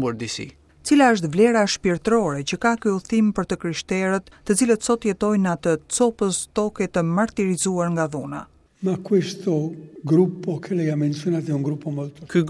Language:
Albanian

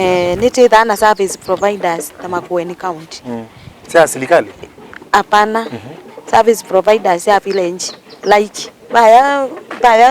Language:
Kamba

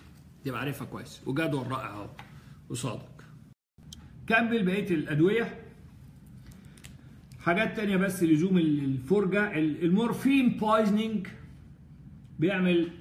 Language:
Egyptian Arabic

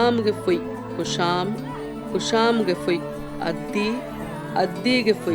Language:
Divehi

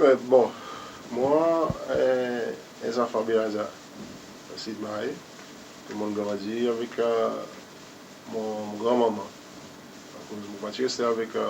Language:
Seselwa Creole French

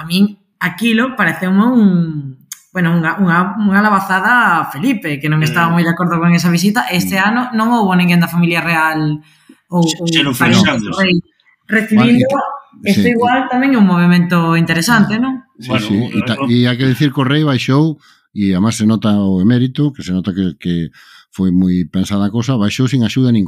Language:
Galician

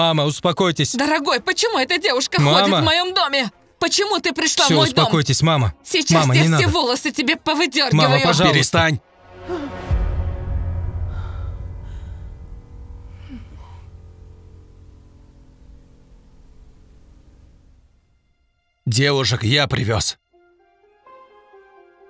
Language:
Russian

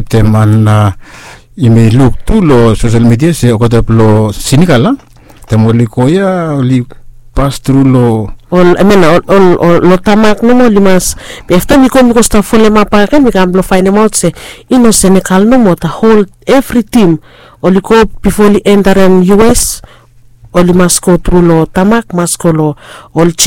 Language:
Bislama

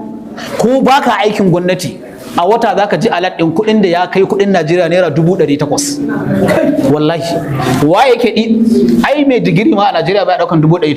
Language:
Hausa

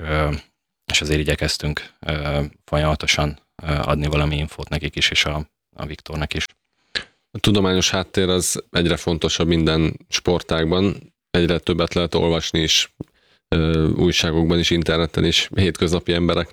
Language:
Hungarian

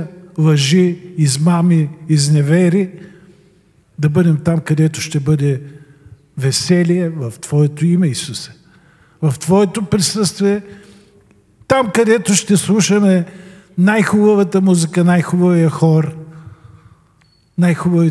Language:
Bulgarian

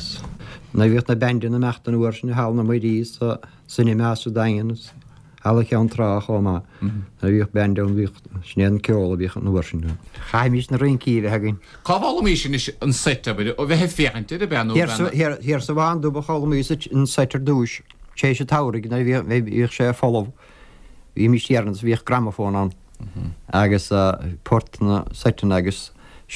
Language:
Irish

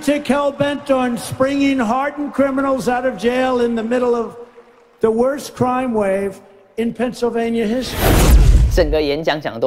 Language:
Chinese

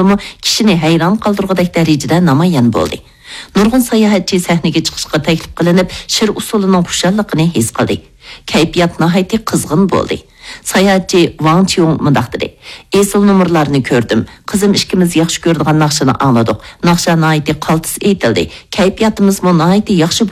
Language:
Uyghur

